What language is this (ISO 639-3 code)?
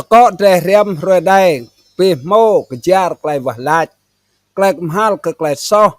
rad